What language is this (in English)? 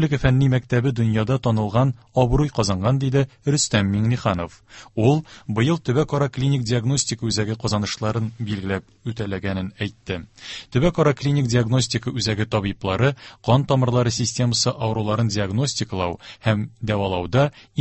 Tatar